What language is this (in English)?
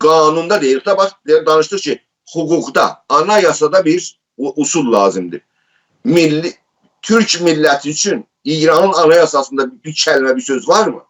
South Azerbaijani